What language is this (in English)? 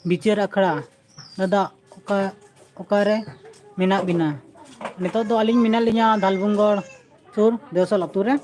Santali